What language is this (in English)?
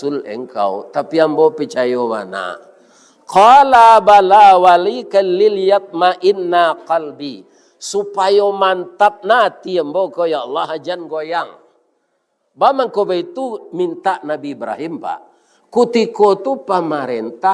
Minangkabau